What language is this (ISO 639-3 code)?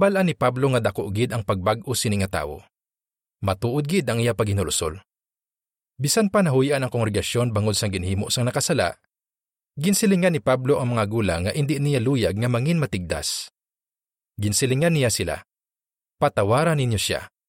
hil